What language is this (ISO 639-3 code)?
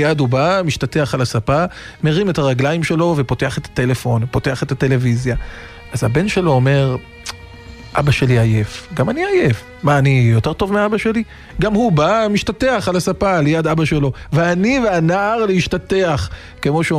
heb